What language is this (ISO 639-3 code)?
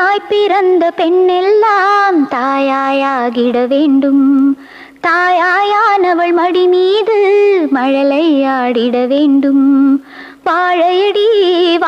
tam